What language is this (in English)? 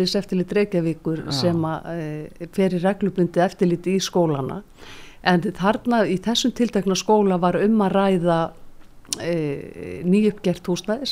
Icelandic